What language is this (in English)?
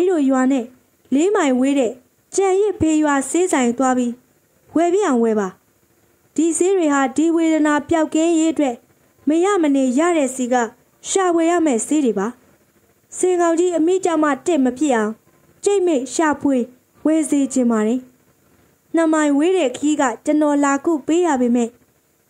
Burmese